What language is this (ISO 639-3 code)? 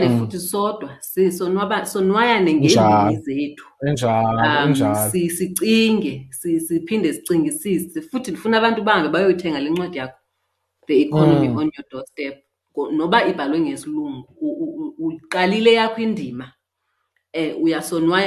xho